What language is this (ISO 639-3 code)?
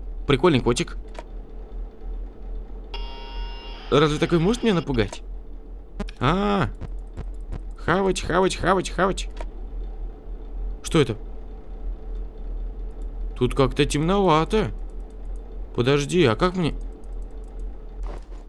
rus